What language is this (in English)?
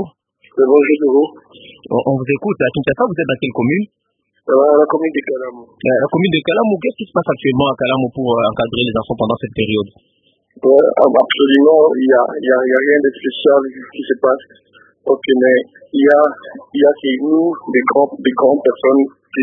French